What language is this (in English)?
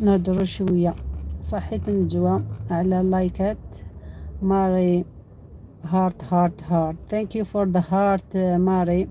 Algerian Arabic